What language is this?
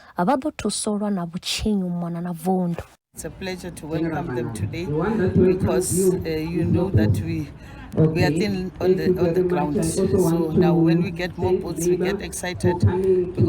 Venda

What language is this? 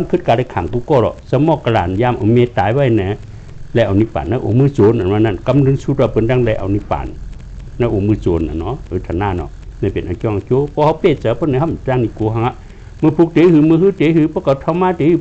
Shan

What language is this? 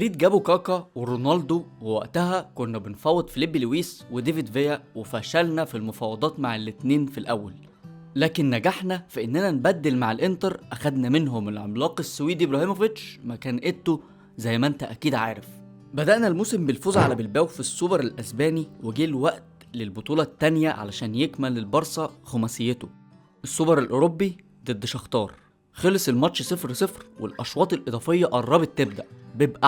Egyptian Arabic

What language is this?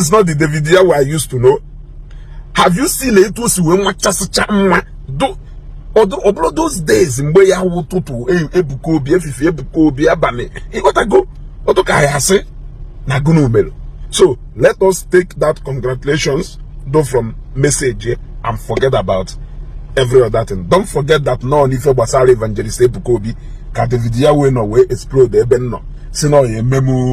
Igbo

